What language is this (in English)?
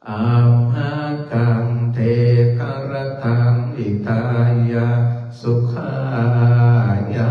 Pali